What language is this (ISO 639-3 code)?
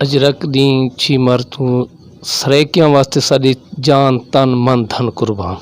skr